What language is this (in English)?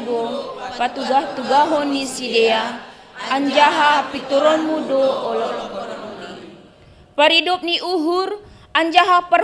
Batak Simalungun